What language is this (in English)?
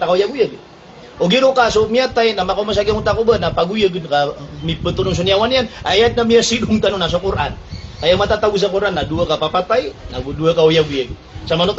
Maranao